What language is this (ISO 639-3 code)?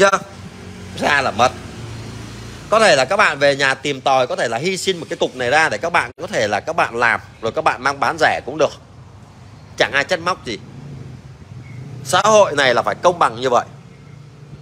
vie